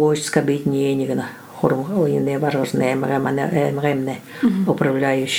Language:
Buriat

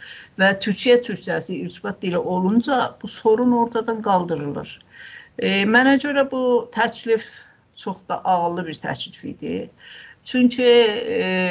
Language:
South Azerbaijani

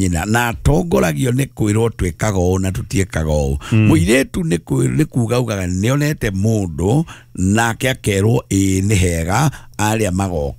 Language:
Kikuyu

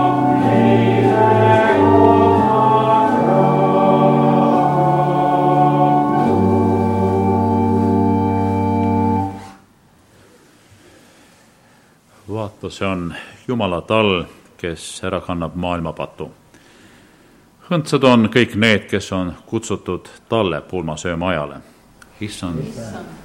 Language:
Estonian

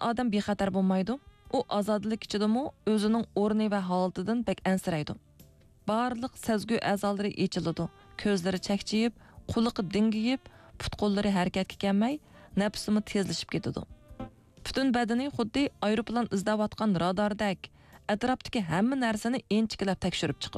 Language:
Uyghur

